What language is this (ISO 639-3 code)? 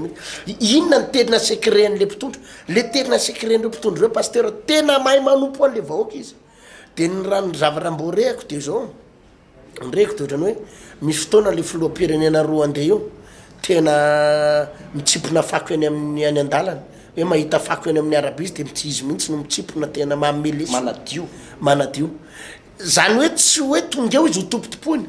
mlg